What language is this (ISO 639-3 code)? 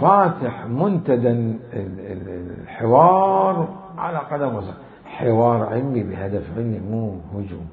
acm